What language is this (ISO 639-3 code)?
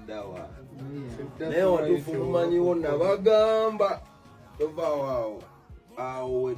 lug